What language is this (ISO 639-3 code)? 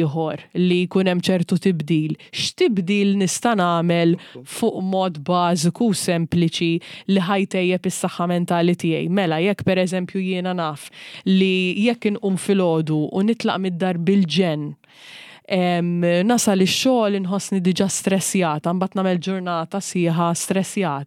mlt